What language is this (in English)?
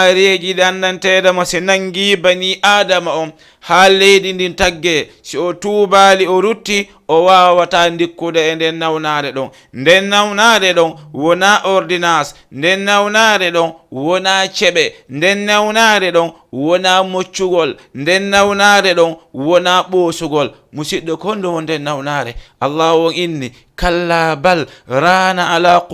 Fula